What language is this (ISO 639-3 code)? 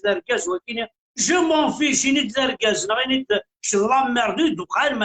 kab